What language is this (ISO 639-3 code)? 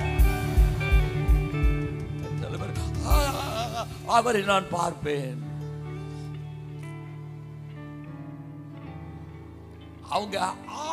tam